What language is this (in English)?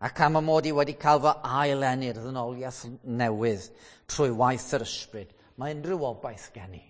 Welsh